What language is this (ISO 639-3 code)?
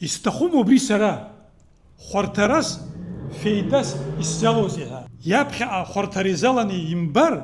abk